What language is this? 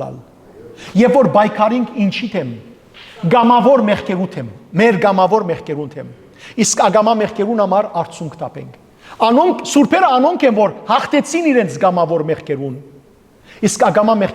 Western Armenian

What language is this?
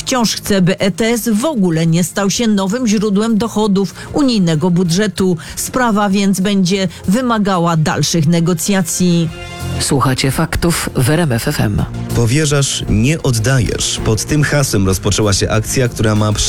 Polish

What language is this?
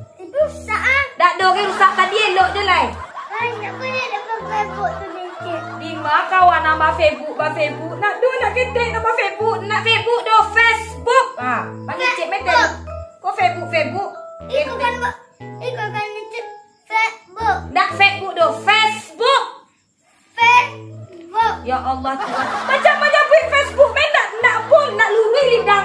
Minangkabau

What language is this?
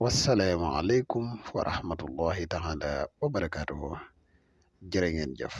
Wolof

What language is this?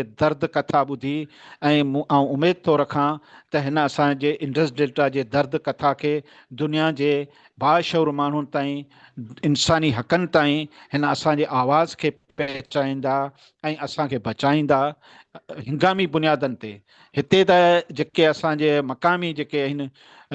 Sindhi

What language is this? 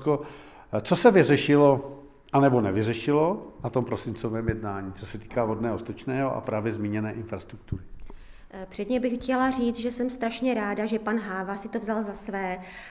Czech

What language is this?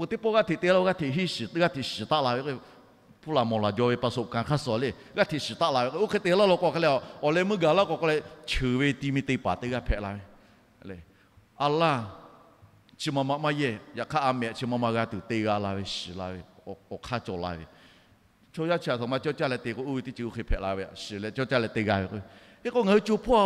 Lahu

